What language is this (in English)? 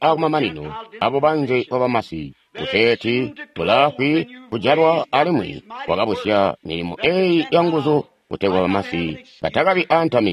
Tonga (Zambia)